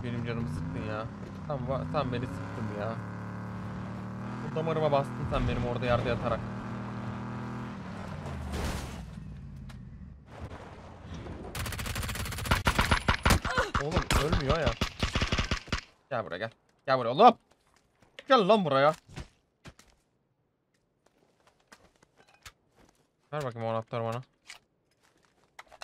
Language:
Turkish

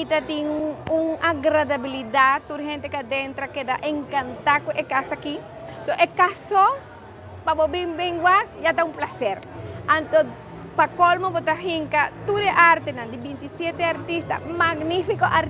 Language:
Papiamento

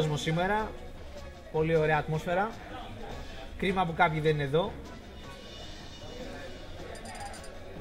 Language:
Greek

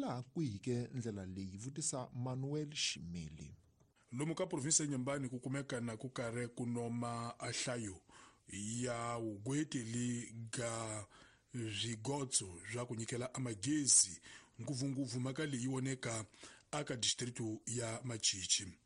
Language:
Tsonga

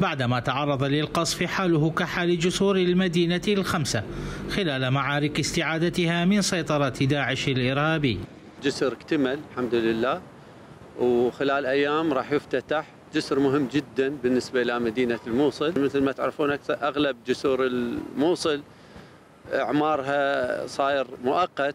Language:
Mesopotamian Arabic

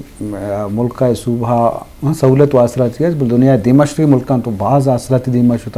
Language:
Eastern Balochi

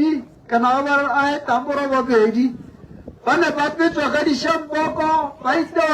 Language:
Tswana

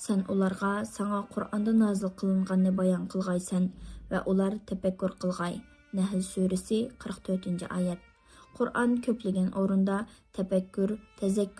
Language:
Uyghur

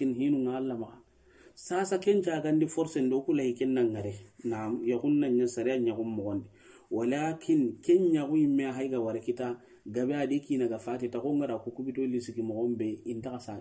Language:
Soninke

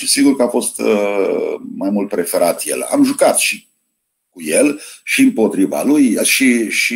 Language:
Romanian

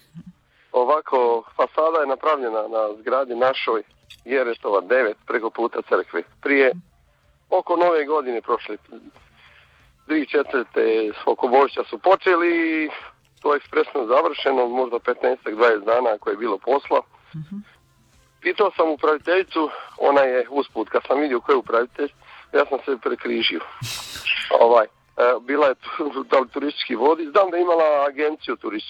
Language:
Croatian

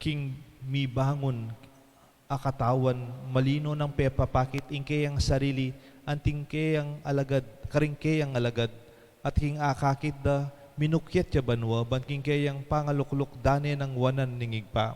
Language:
Pampanga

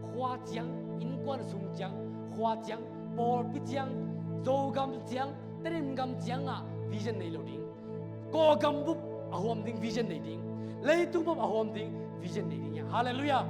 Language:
Tedim Chin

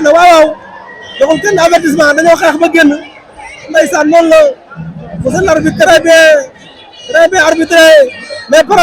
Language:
Wolof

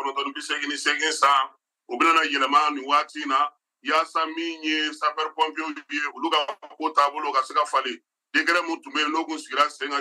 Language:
Bambara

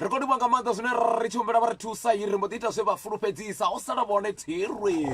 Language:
Venda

